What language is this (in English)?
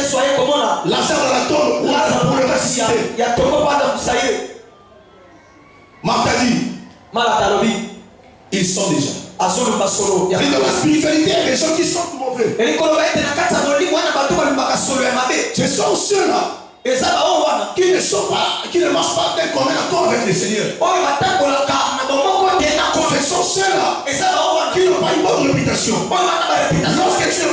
French